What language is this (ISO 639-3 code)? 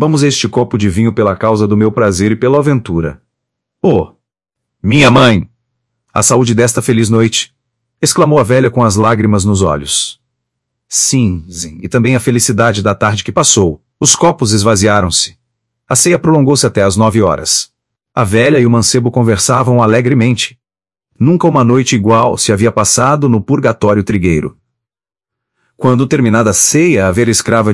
por